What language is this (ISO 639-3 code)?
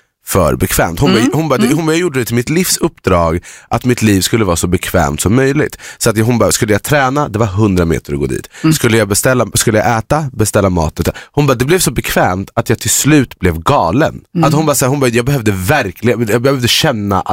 swe